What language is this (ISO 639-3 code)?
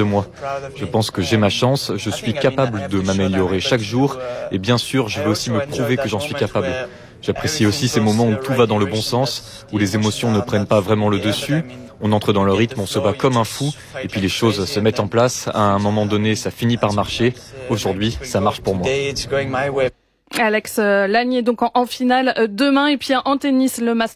fra